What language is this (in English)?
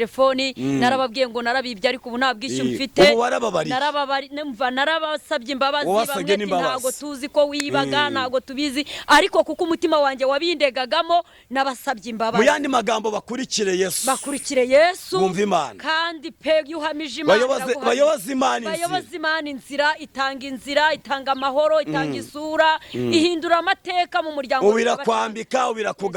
Kinyarwanda